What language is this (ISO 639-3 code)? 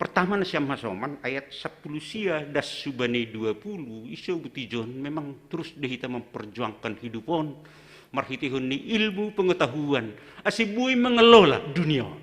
bts